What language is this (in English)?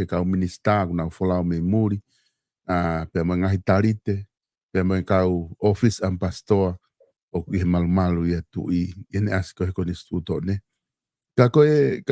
Tongan